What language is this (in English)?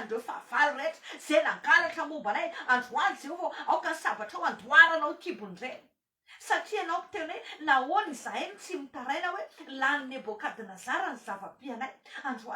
Malagasy